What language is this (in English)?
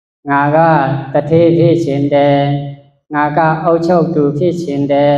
Shan